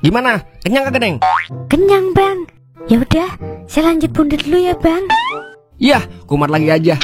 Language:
Betawi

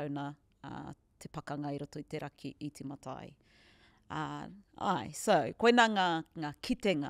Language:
Māori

